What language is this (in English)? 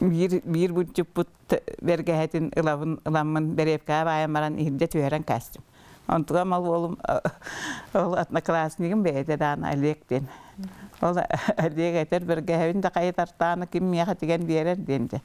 Yakut